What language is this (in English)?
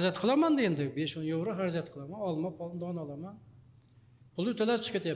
Uzbek